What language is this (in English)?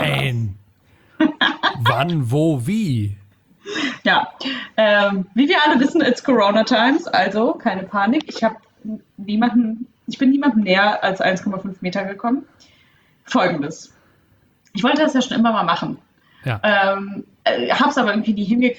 German